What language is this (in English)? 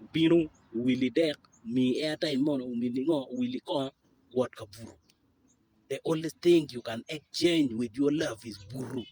Acoli